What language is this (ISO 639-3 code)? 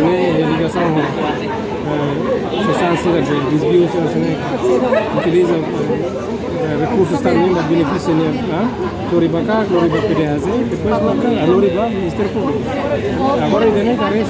tet